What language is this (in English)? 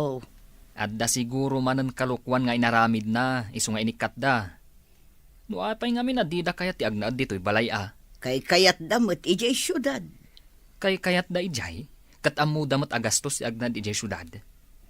Iloko